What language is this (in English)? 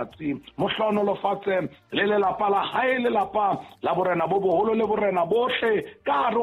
Southern Sotho